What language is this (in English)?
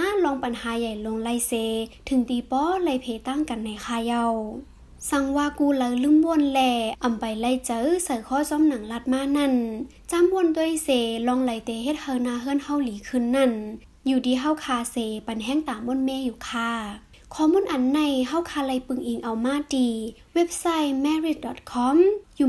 Shan